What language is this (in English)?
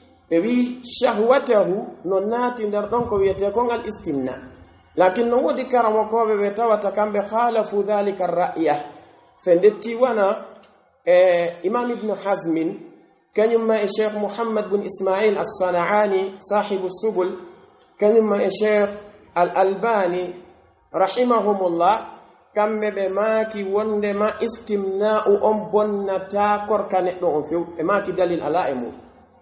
Pular